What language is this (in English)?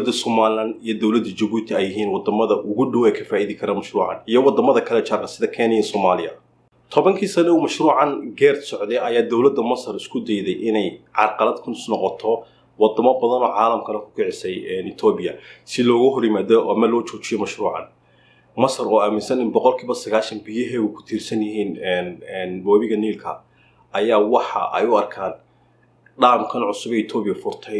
Somali